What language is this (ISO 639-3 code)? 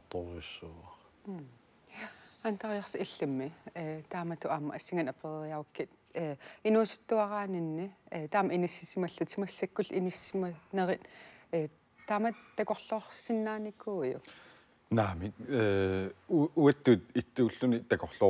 kal